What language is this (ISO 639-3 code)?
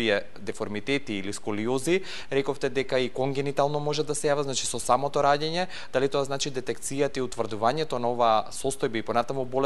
mkd